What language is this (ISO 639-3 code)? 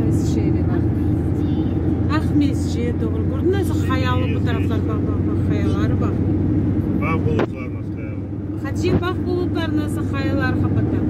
crh